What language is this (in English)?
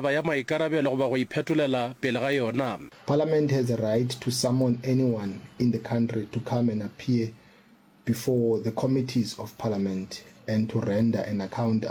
Northern Sotho